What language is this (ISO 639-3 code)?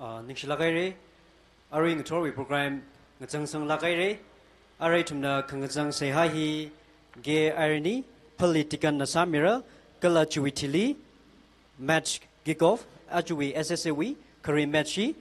nmf